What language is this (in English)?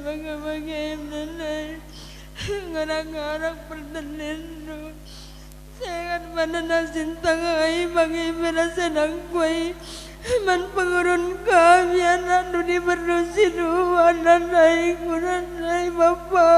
Batak Karo